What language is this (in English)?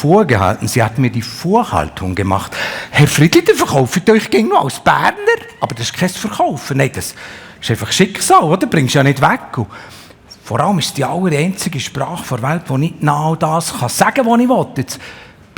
Swiss German